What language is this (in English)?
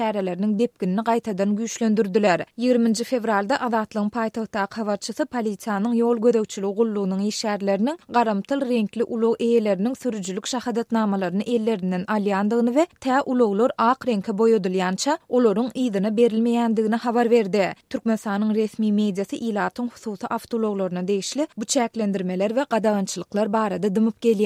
Turkmen